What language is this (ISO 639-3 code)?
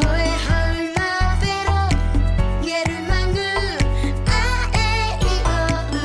mri